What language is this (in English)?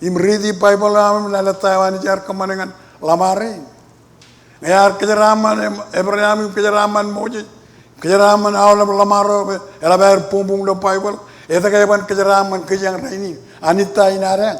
Marshallese